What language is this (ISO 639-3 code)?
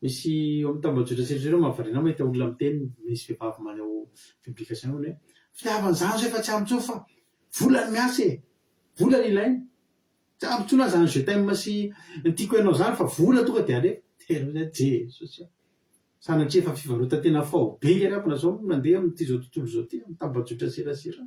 mlg